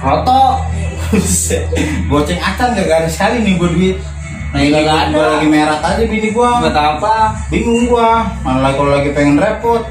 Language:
Betawi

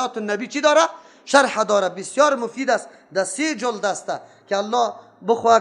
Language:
Persian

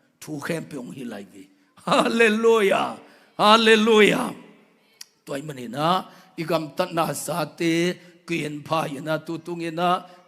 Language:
Tedim Chin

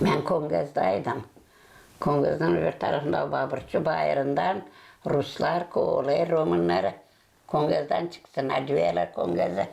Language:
Gagauz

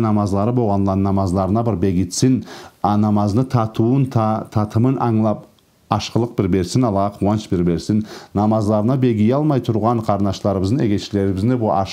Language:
Karachay-Balkar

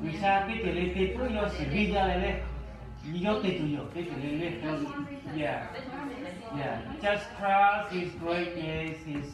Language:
Lahu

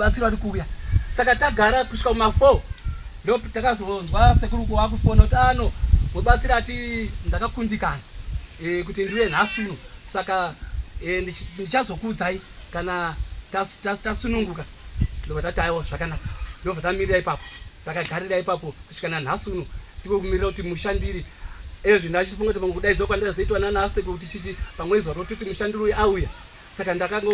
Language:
Shona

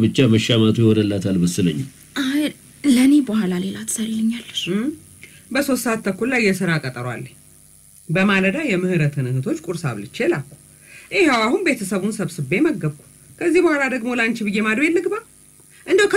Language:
Amharic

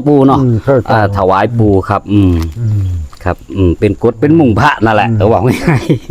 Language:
Northeastern Thai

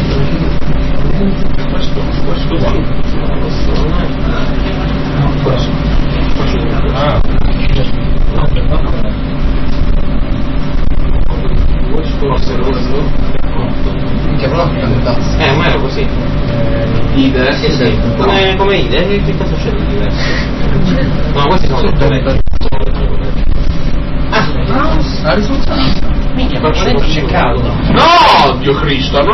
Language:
Italian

